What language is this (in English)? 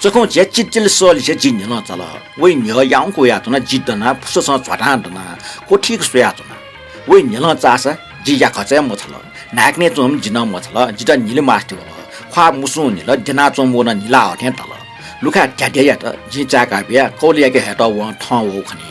Newari